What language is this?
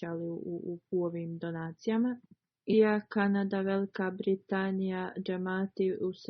Bosnian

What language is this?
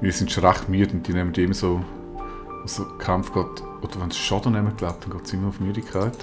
Swiss German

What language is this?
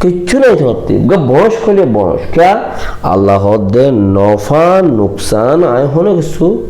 Rohingya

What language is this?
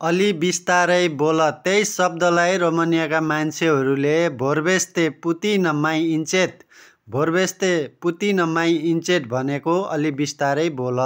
Nepali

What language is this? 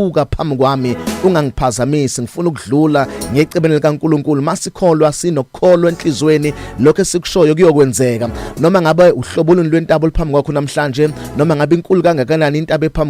Zulu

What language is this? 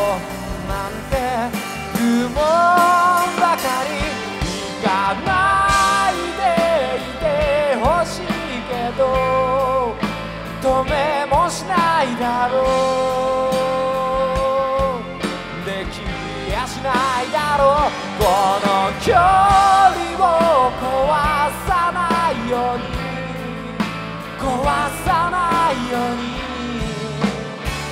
Japanese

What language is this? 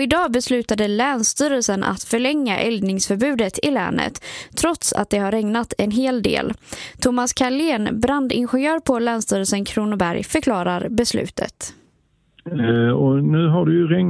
Swedish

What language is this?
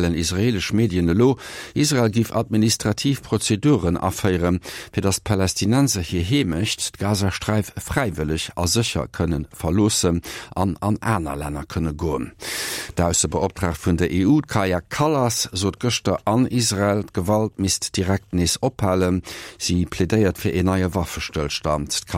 Luxembourgish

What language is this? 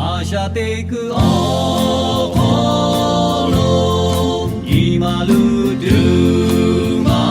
Lahu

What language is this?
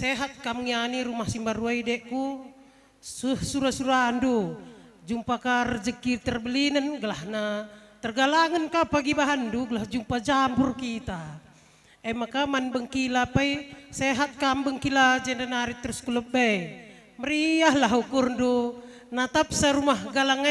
Batak Karo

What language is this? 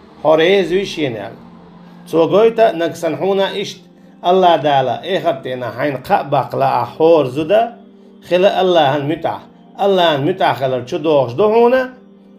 Chechen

